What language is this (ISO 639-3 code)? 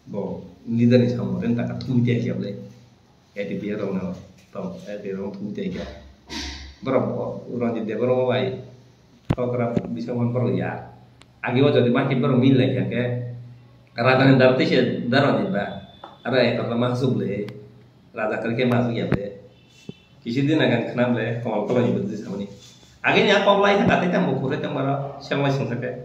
trp